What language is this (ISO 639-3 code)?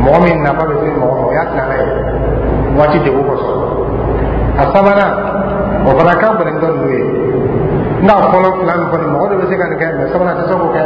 dyu